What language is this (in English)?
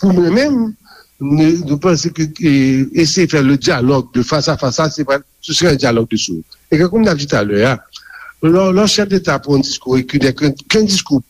Haitian Creole